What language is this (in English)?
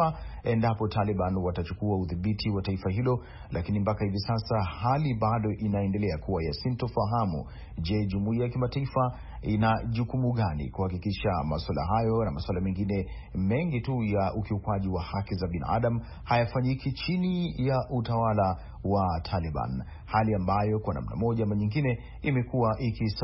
Swahili